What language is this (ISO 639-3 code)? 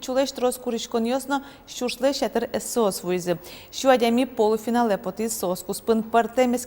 udm